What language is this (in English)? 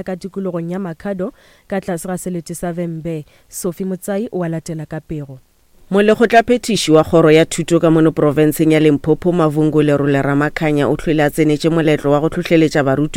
Northern Sotho